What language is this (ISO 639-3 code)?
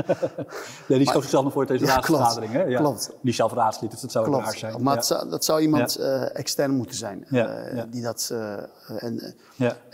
nld